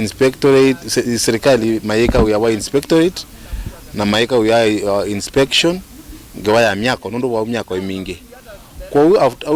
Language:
Kamba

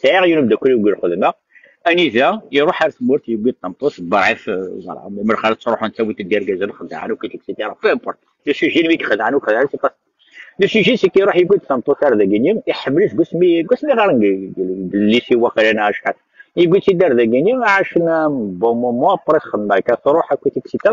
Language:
Kabyle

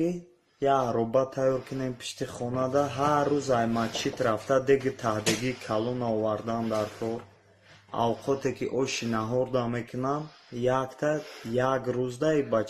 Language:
Tajik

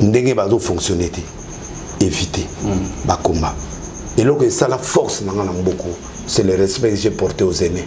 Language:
Lingala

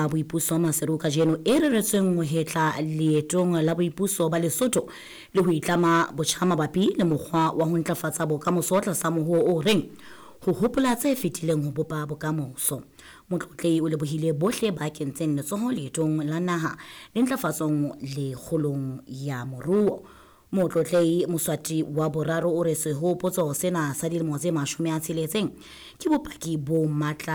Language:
Southern Sotho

